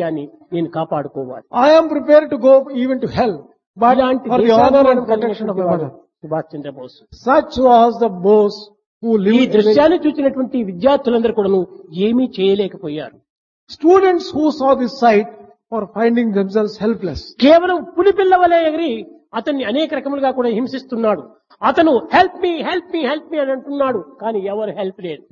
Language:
Telugu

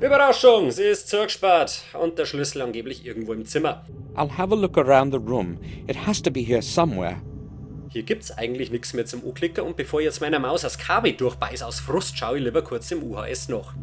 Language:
Bavarian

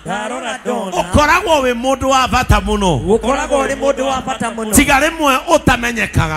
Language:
Kikuyu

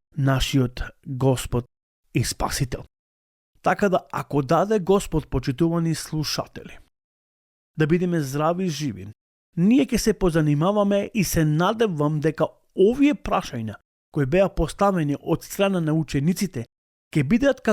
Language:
Macedonian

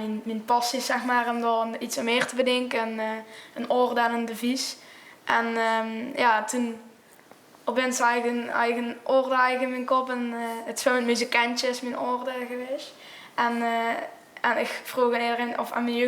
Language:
Limburgish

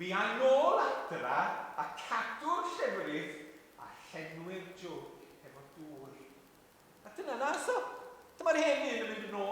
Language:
Welsh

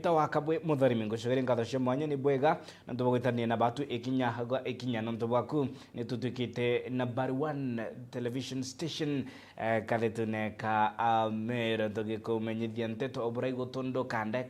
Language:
Meru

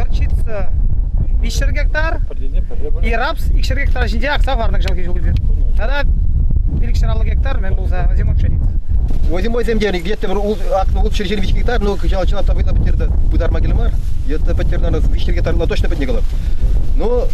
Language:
Chuvash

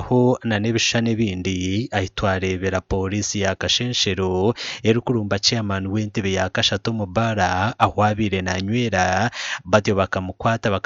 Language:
Nyankole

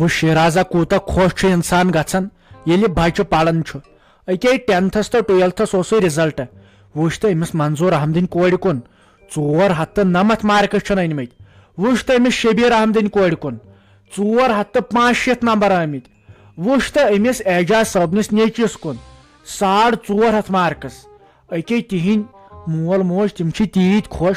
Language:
Kashmiri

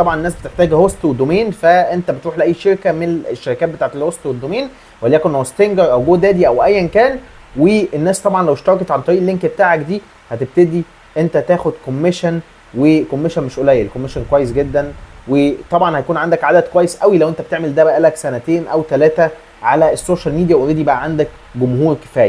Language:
Egyptian Arabic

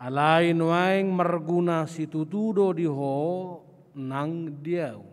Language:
Batak Toba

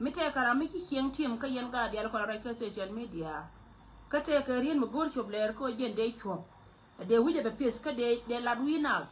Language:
Nuer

